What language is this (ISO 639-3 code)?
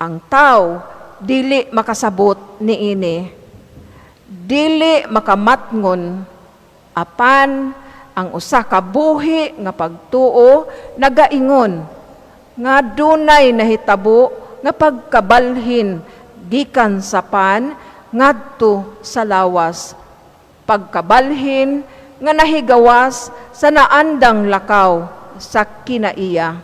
ceb